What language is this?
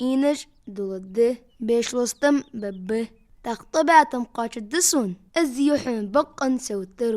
Ingush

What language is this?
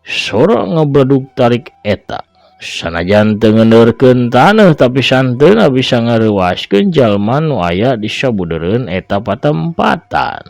Sundanese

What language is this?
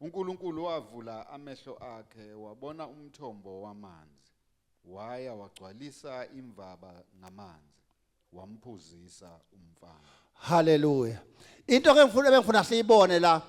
Zulu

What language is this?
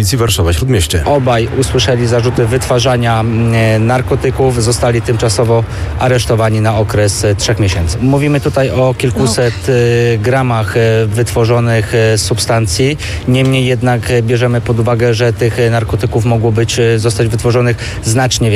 Polish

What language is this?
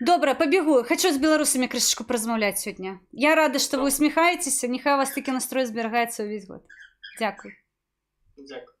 Belarusian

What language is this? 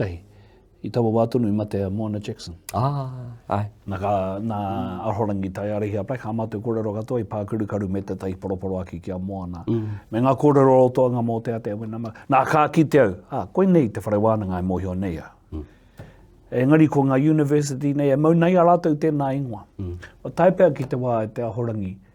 Māori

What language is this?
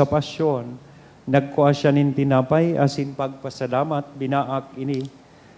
Bikol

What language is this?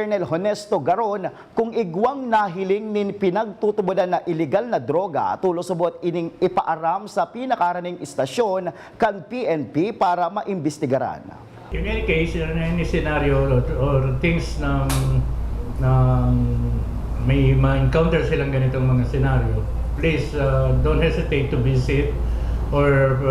Bikol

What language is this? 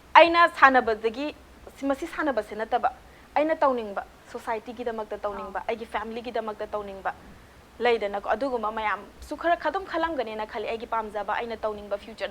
Manipuri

